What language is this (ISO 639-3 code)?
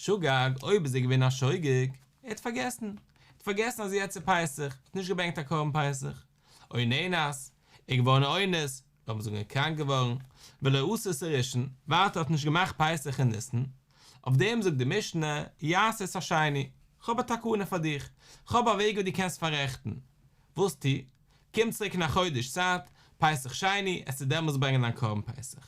yid